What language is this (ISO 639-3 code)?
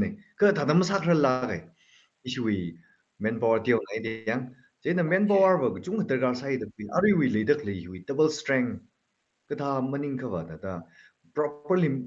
nmf